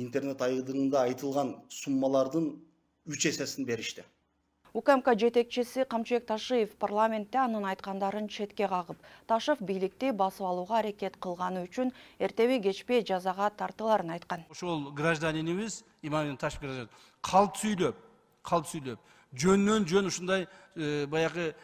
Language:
Kyrgyz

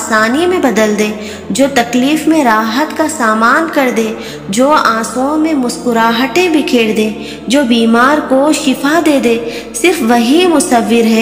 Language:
Urdu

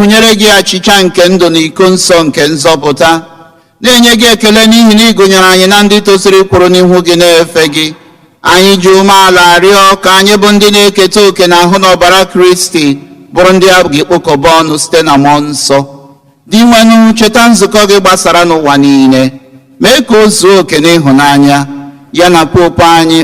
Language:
Igbo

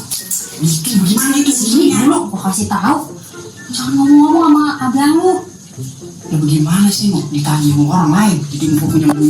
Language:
Betawi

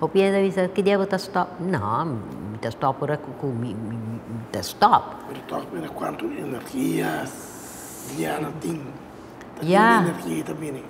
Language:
Papiamento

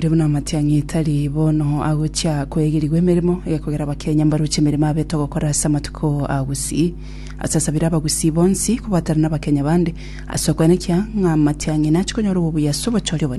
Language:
Gusii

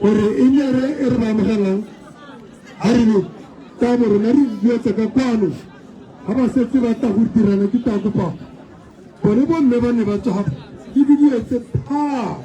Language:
Tswana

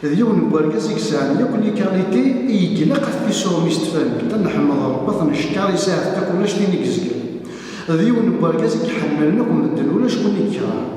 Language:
Kabyle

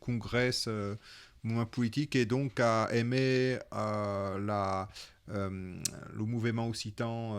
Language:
Occitan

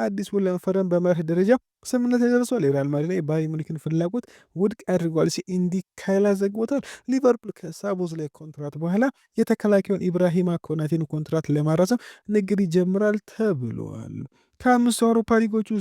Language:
Amharic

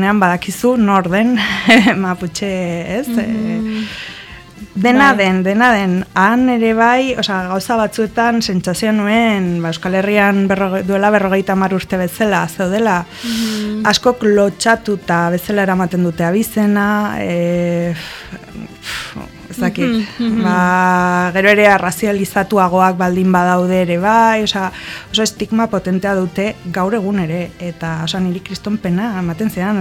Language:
Basque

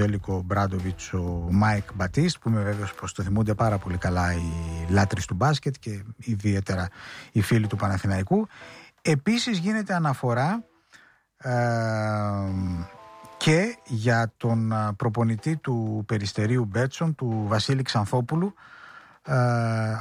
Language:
Greek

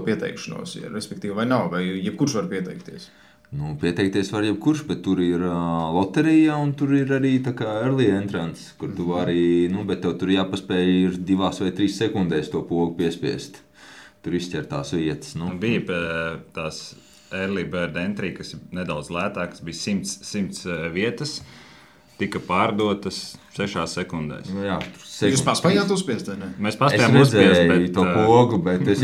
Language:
Latvian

